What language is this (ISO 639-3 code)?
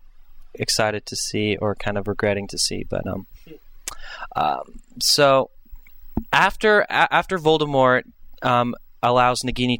eng